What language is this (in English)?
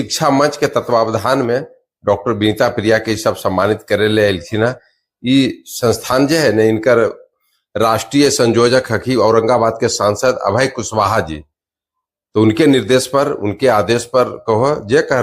Magahi